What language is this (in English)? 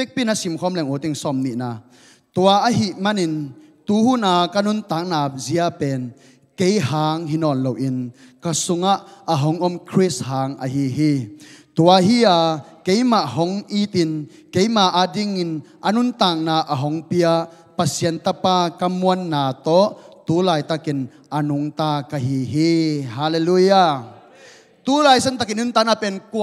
Tedim Chin